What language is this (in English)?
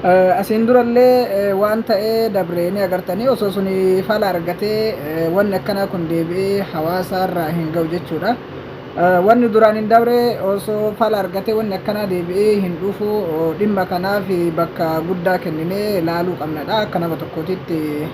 Oromo